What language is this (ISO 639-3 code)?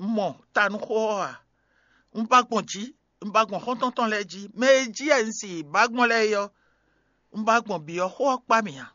fon